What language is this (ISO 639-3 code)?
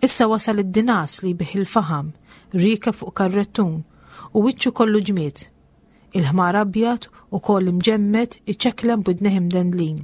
mlt